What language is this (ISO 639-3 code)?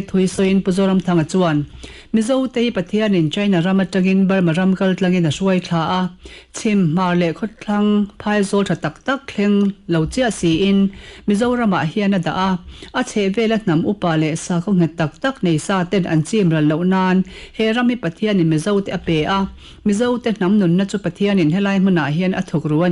lus